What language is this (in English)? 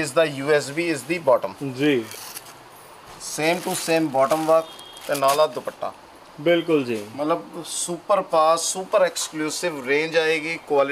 Punjabi